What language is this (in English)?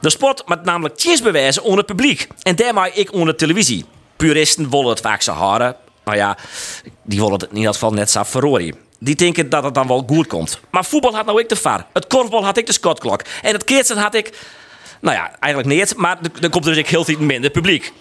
Western Frisian